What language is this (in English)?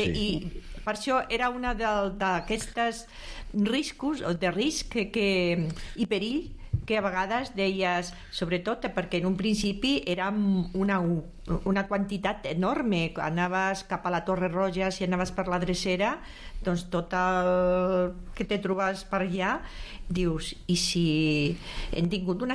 Catalan